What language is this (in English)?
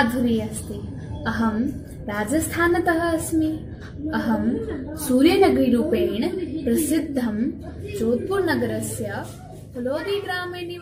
Sanskrit